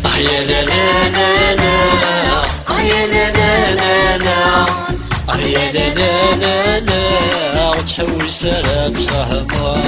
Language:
Kabyle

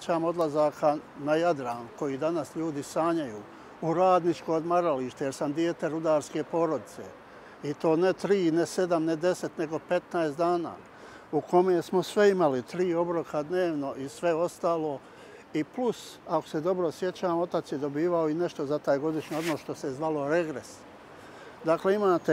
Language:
Bosnian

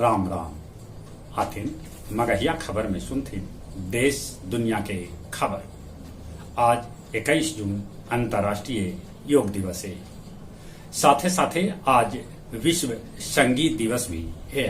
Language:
Magahi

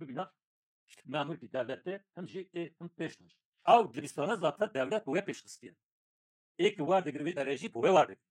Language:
Kurdish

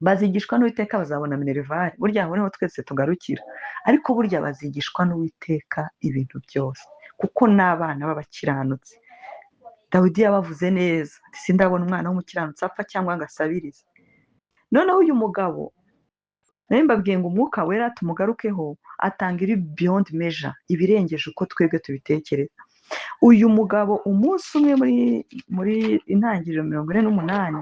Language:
Kinyarwanda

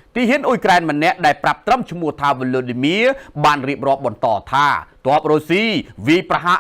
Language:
Khmer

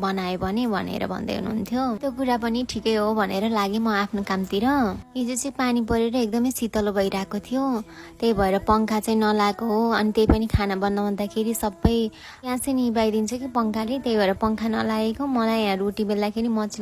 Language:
Nepali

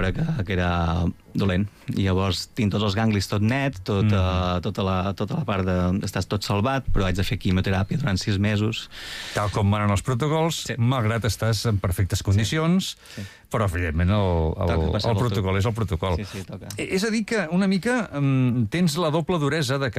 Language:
Catalan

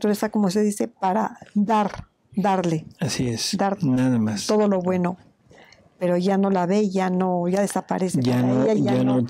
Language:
Spanish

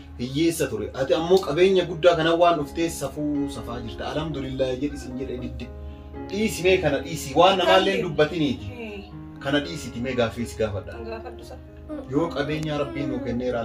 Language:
Oromo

